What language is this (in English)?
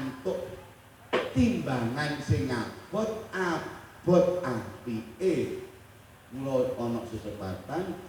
Javanese